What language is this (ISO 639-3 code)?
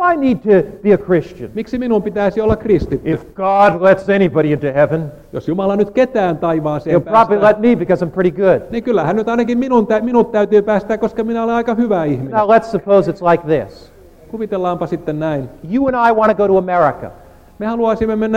fin